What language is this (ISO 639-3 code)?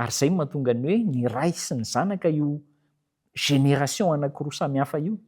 mlg